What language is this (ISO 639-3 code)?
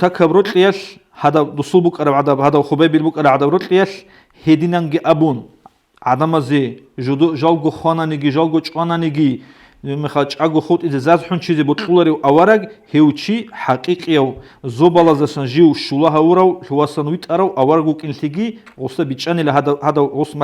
ava